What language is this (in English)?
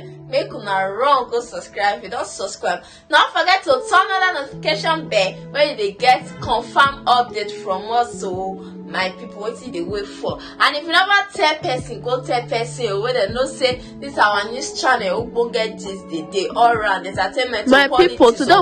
Nigerian Pidgin